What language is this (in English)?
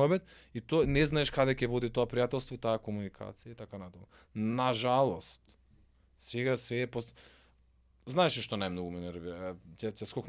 Macedonian